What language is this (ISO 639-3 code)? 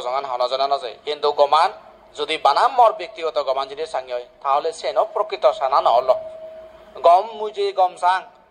ccp